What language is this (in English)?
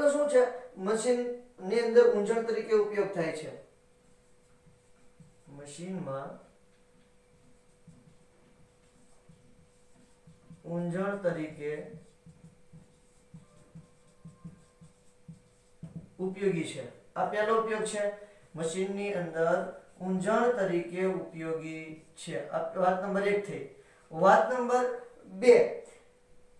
Gujarati